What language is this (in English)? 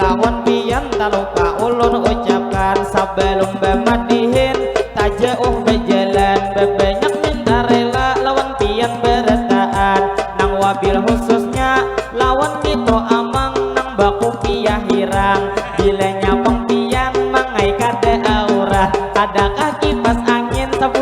Banjar